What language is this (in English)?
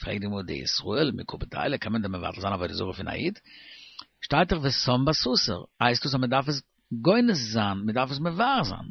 Yiddish